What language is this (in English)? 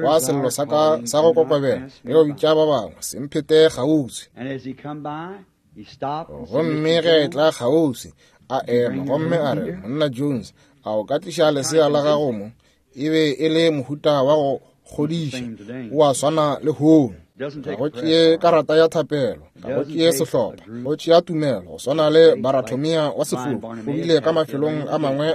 Northern Sotho